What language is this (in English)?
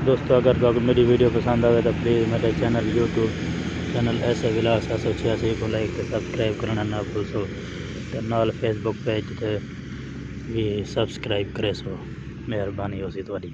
Saraiki